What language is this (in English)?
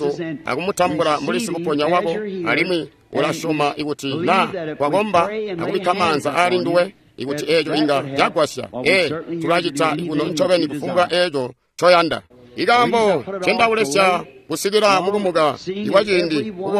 Tonga (Zambia)